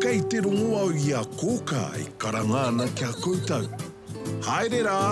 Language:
Māori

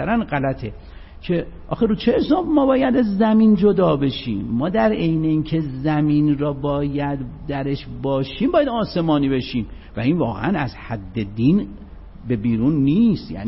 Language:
Persian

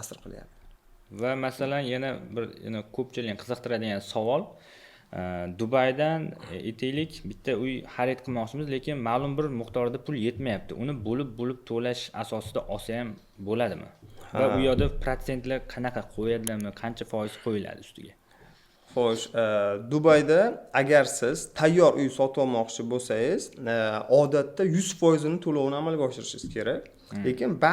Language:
Uzbek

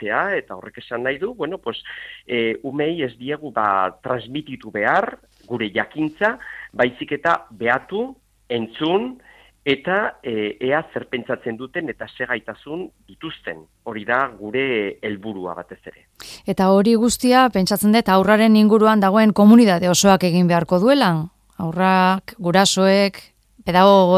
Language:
Basque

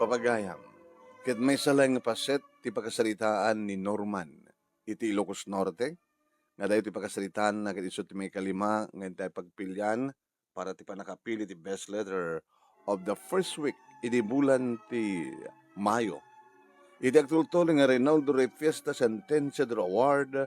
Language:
Iloko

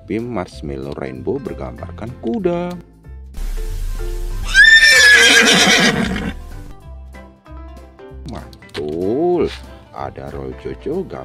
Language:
Indonesian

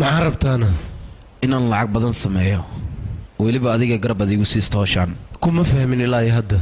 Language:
Somali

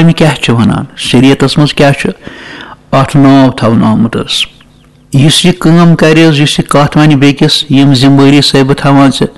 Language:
Kashmiri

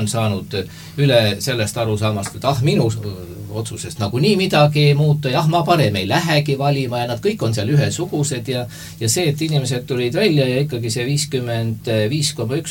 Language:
Estonian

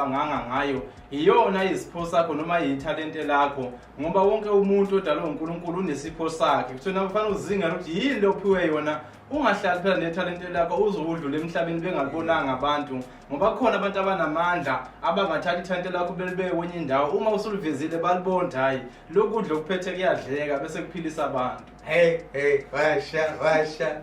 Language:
Zulu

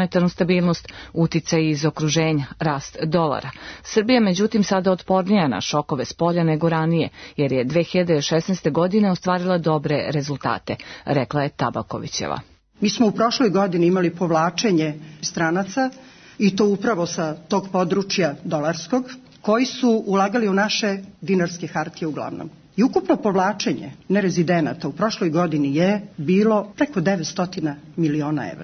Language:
Serbian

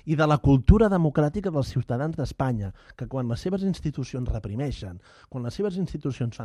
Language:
Catalan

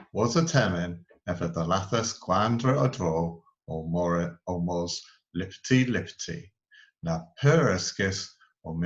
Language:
Cornish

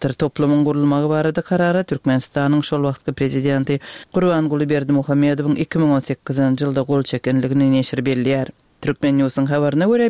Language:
Turkmen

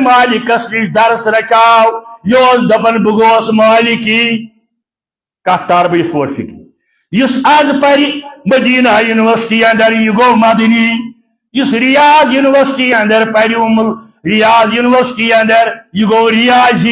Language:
Kashmiri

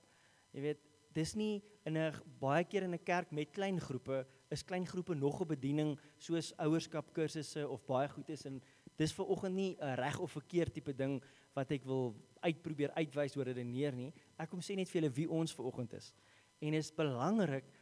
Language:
Afrikaans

